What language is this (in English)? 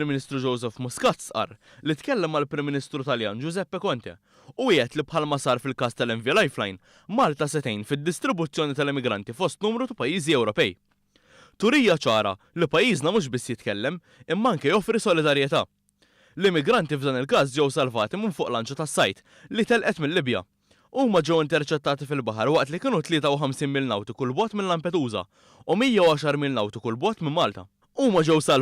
Maltese